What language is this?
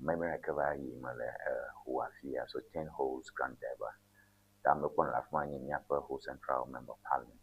Ewe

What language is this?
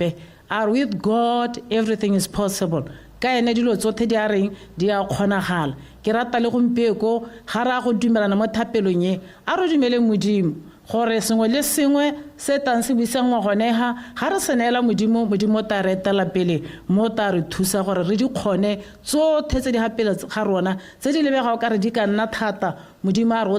Tswana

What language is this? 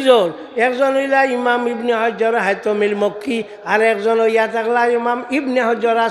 Sylheti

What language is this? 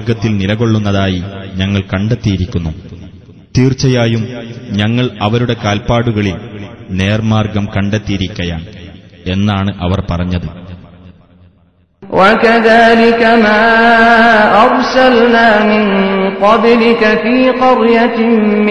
Malayalam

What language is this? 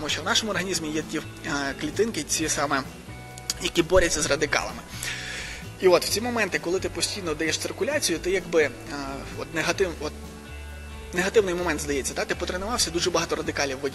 Ukrainian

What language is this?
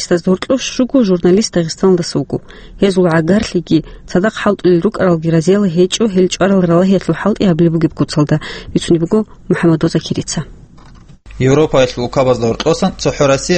Avaric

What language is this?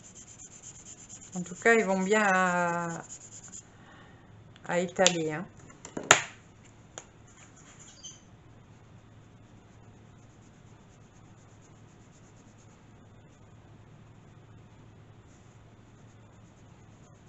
French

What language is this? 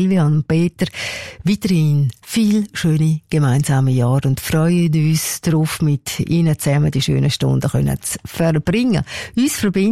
German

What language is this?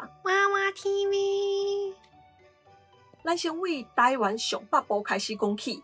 Min Nan Chinese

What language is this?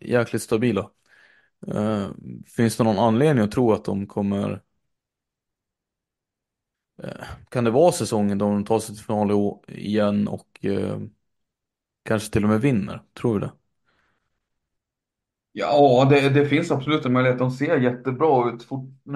Swedish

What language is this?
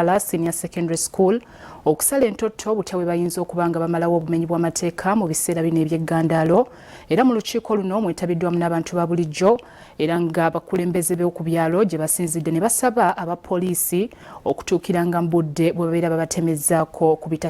Ganda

